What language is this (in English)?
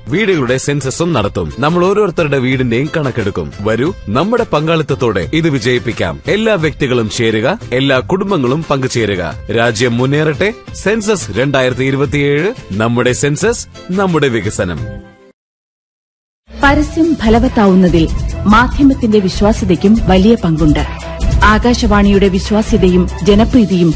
Malayalam